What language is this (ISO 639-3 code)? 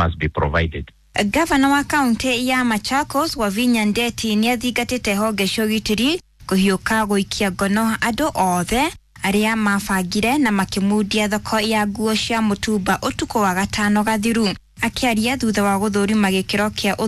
kik